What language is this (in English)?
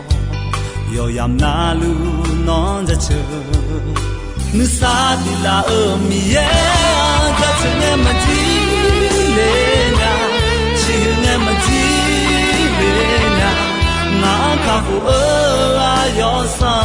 Akha